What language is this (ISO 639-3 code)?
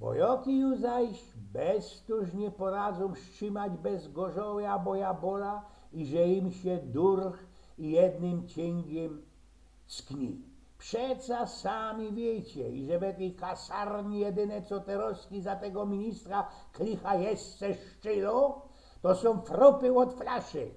szl